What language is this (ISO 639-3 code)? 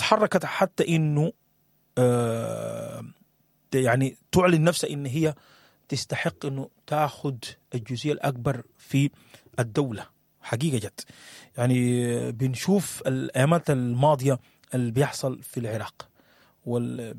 apd